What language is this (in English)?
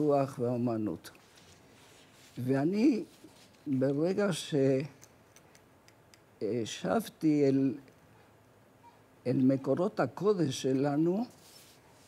Hebrew